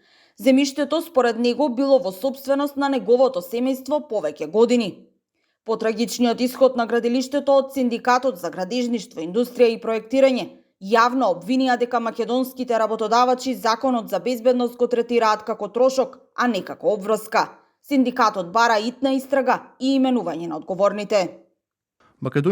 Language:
Macedonian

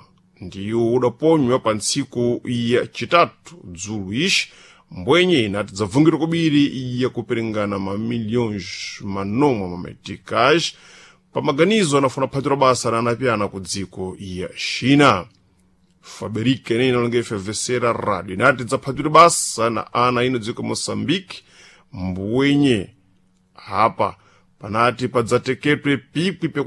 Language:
Sena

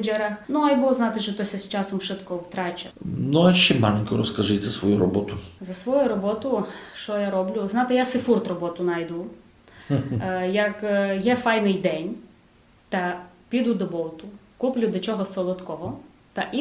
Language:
Rusyn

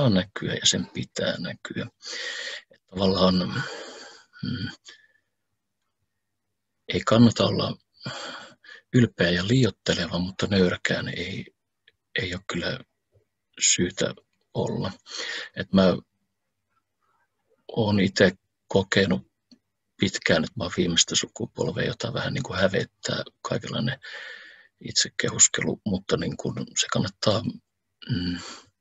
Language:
Finnish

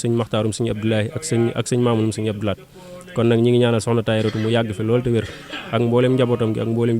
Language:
Wolof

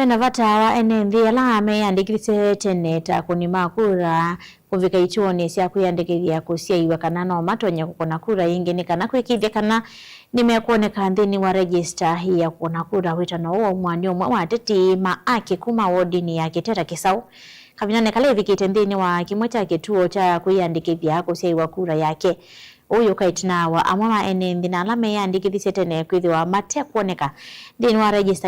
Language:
Kamba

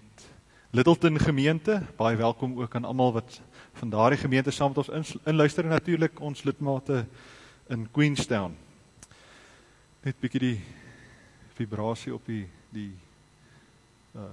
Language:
Afrikaans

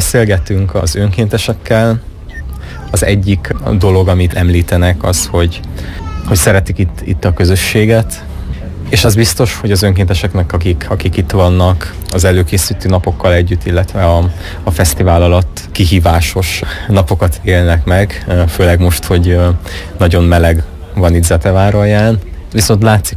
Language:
Hungarian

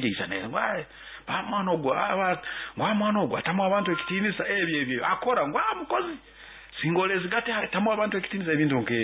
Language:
Nyankole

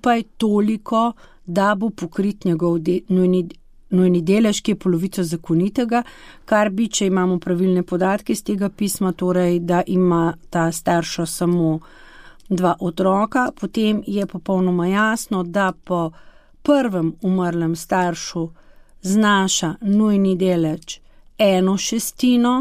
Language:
Slovenian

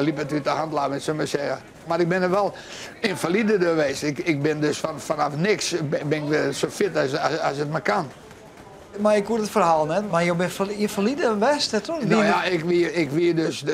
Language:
Western Frisian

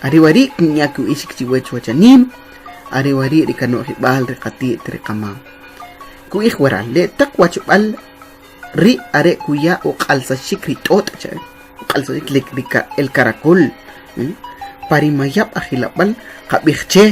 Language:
Kʼicheʼ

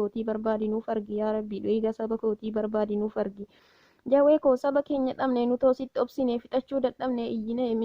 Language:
Oromo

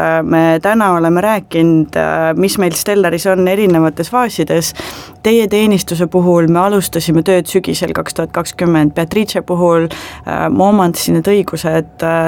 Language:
Estonian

